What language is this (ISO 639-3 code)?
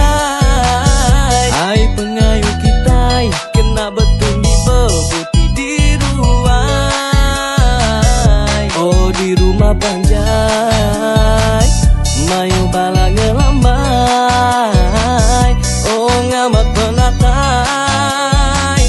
iba